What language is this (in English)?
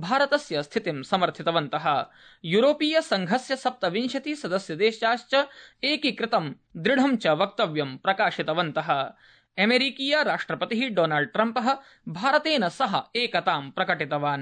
Sanskrit